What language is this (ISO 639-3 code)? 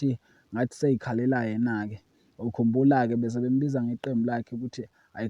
zul